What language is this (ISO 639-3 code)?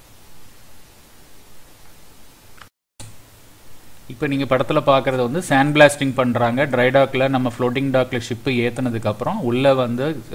tam